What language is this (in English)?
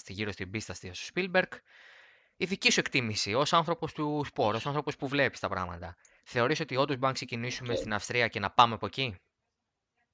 Greek